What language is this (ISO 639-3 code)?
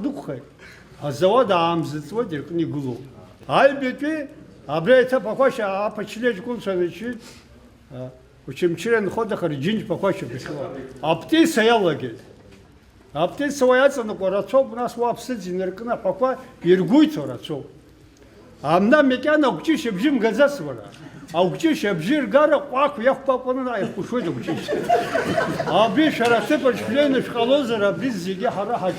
abk